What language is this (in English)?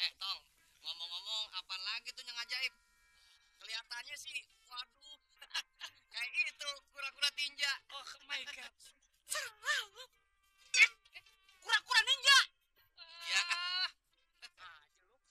Betawi